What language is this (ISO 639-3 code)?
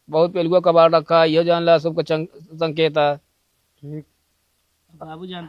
awa